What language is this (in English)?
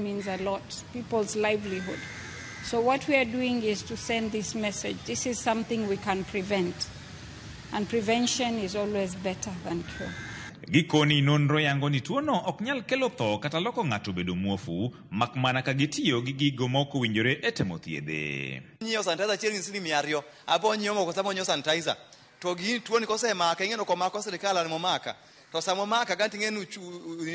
Luo (Kenya and Tanzania)